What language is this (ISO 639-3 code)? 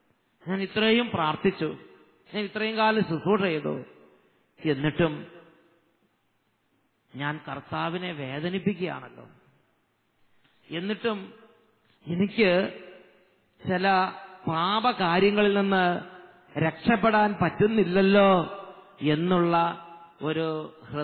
mal